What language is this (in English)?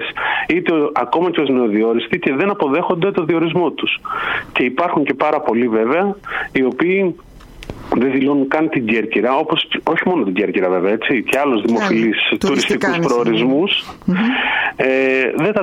Greek